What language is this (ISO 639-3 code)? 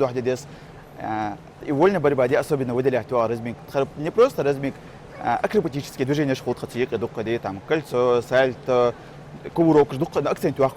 inh